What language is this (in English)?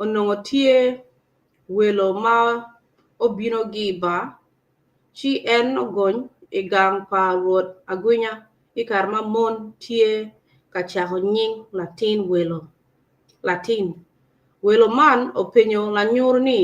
Acoli